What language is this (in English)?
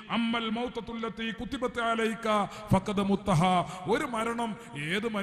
Malayalam